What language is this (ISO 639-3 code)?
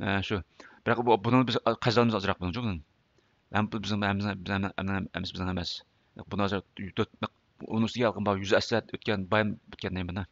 uig